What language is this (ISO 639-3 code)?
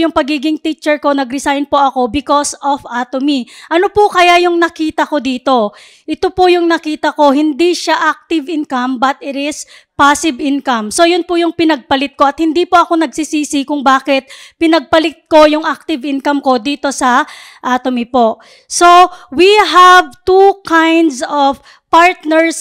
fil